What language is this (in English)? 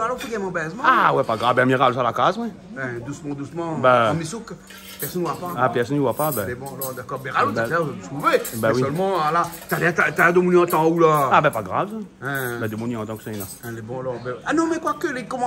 Réunion Creole French